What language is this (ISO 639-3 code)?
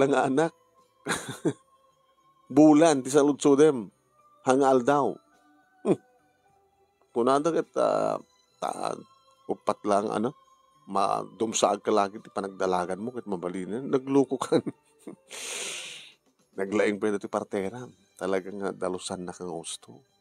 ilo